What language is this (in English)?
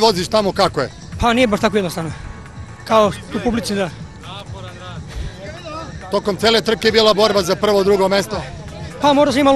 Serbian